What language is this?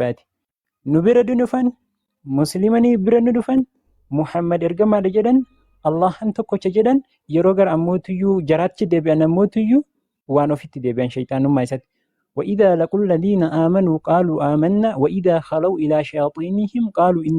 Oromo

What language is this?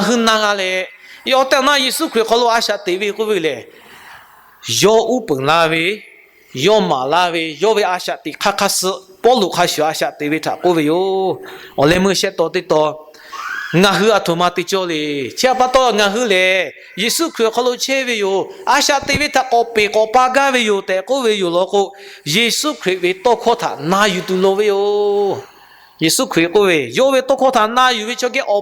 Lahu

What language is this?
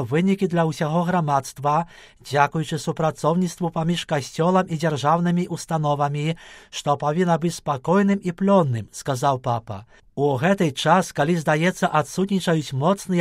Belarusian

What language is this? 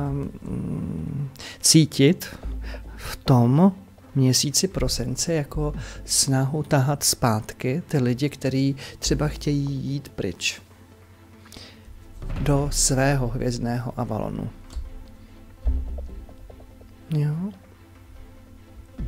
Czech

